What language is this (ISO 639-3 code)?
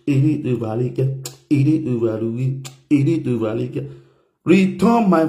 pcm